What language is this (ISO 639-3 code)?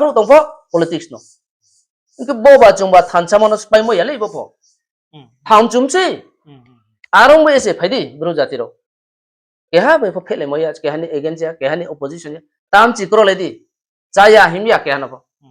ria